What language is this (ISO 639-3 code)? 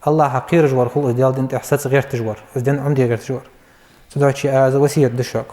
inh